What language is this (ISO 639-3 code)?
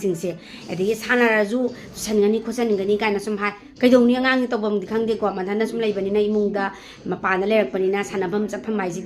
mni